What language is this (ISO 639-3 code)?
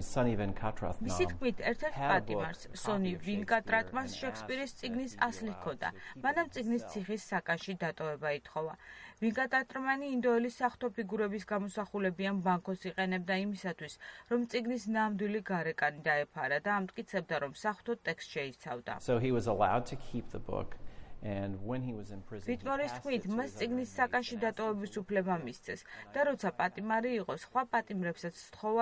kat